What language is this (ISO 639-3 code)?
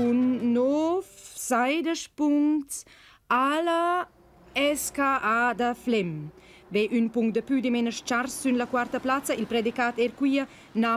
roh